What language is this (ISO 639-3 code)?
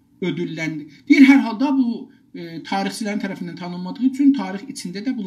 azb